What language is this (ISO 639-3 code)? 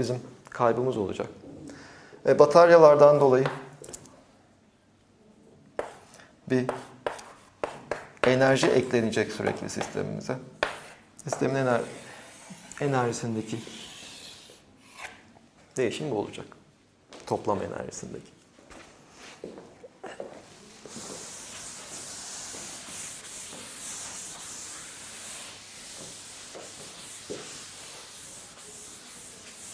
tur